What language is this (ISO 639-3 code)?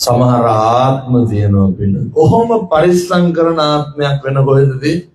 sin